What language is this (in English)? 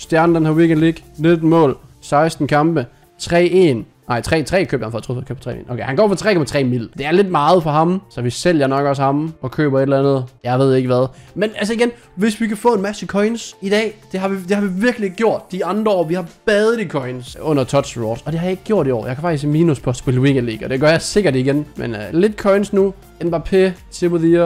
Danish